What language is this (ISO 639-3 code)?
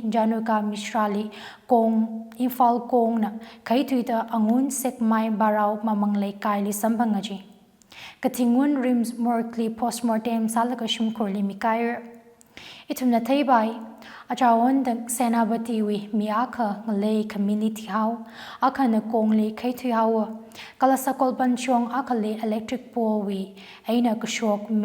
nmf